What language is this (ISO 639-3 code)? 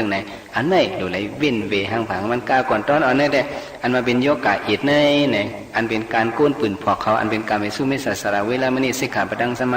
shn